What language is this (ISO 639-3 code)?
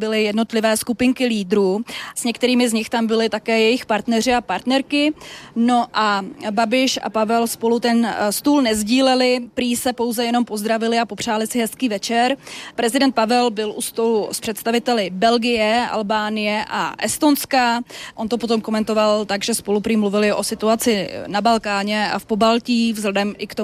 ces